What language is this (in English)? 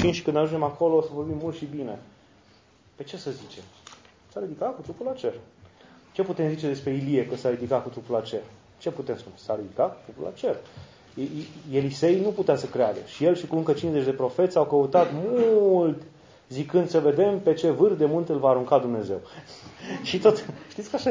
Romanian